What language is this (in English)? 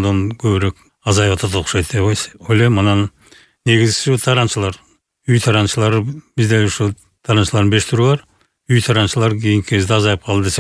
Kyrgyz